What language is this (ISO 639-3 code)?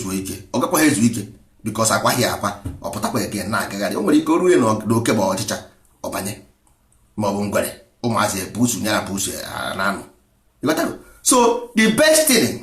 ibo